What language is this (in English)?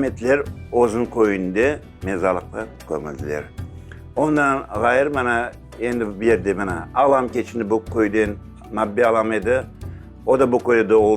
Crimean Tatar